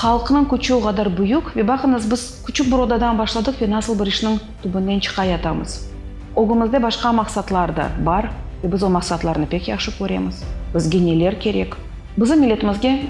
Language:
Crimean Tatar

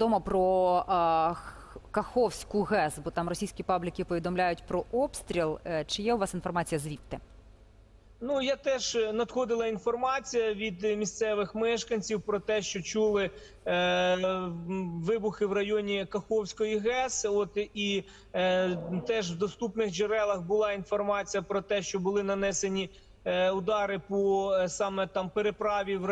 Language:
Ukrainian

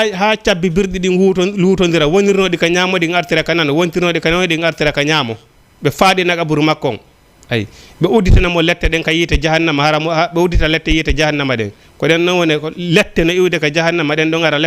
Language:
Fula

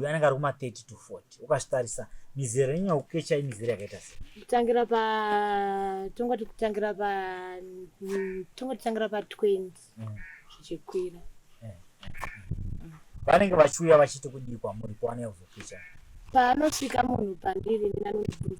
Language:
Shona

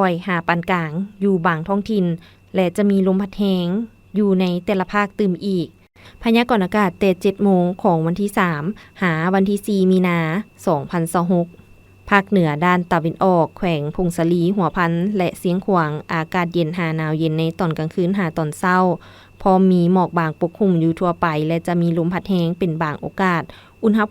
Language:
Lao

